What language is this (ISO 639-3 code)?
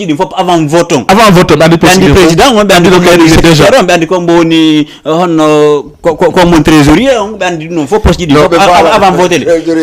ful